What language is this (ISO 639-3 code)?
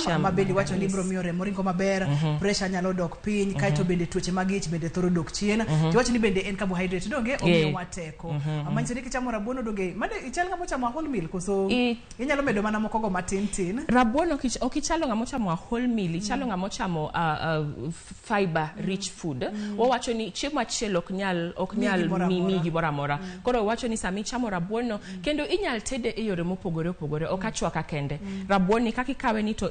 luo